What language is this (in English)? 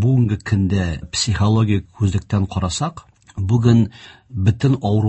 Tatar